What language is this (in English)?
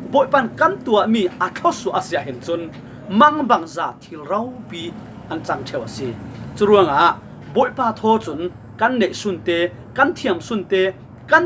Falam Chin